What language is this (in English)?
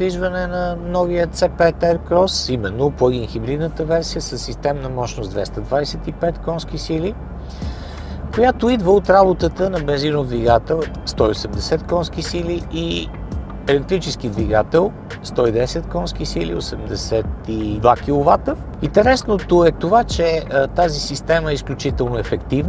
Bulgarian